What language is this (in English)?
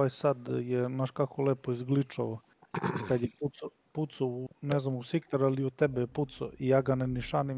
Serbian